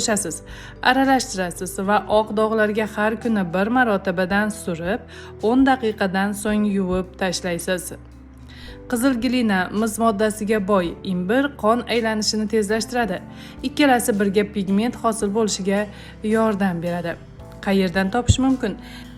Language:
Uzbek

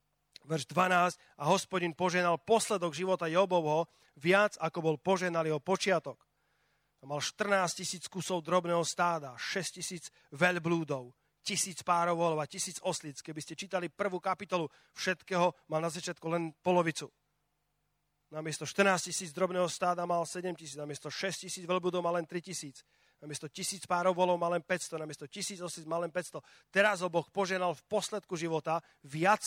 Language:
Slovak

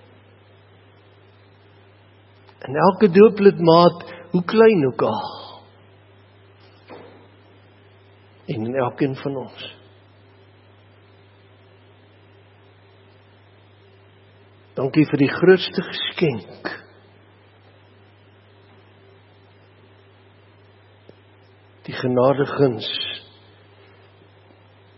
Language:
Afrikaans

